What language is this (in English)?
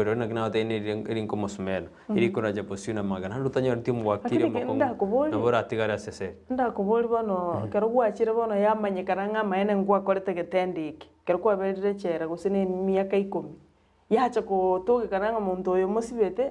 Gusii